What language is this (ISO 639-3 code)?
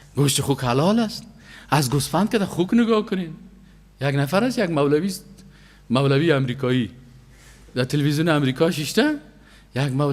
fas